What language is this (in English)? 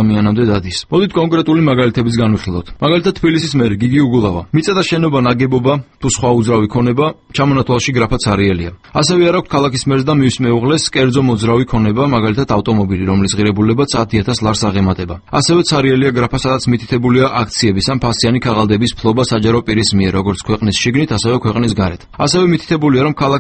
Georgian